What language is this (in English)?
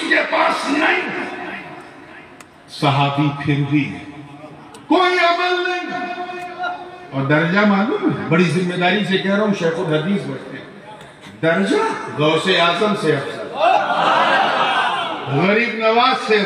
Urdu